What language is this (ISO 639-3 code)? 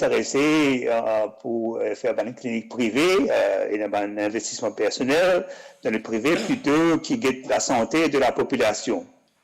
mfe